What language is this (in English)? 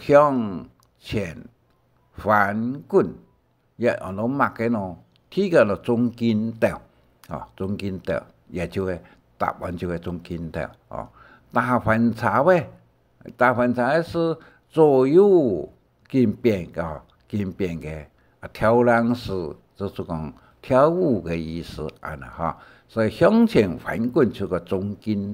Hakka Chinese